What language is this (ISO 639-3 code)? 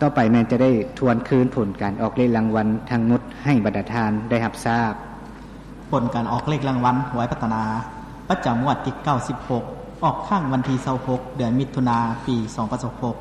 lao